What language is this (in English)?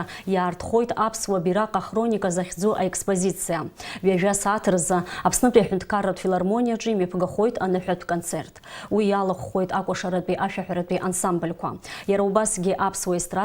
Abkhazian